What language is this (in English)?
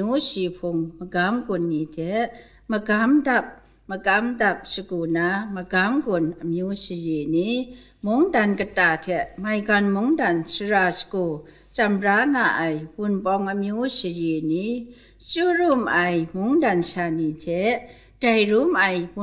Kachin